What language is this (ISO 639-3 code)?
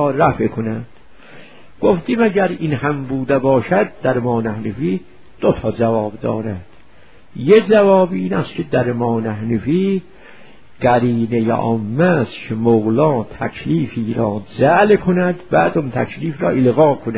fas